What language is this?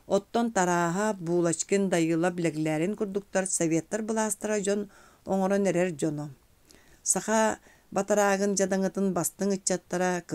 Yakut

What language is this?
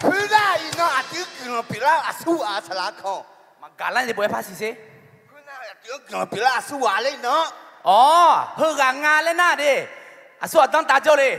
Akha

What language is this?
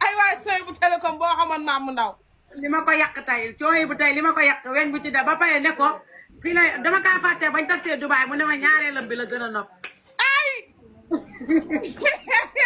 Wolof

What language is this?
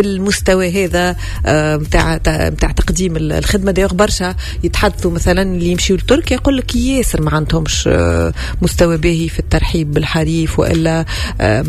Tunisian Arabic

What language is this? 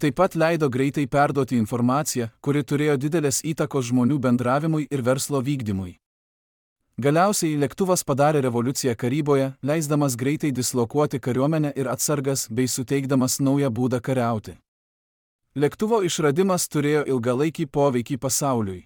Lithuanian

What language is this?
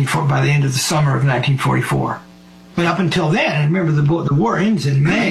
English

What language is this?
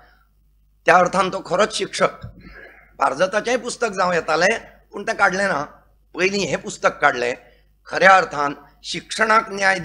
Konkani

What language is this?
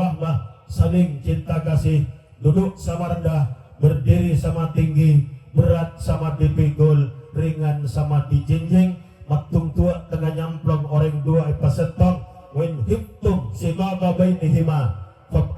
Madurese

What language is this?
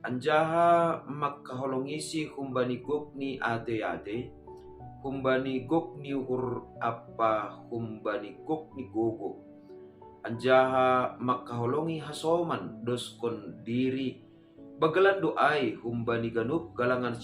Batak Simalungun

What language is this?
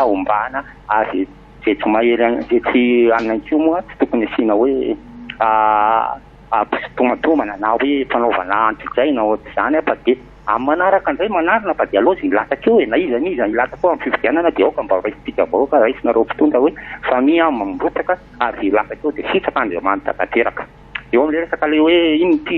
Malagasy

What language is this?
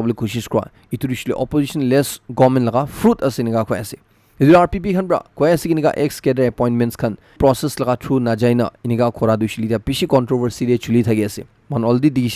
Naga Pidgin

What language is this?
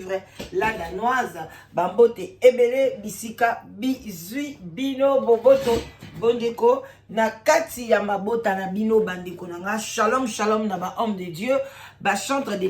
Lingala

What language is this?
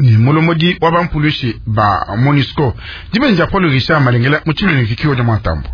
Luba-Lulua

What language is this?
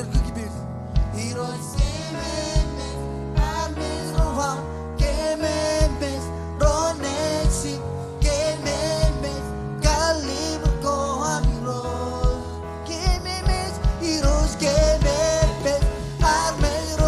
Marshallese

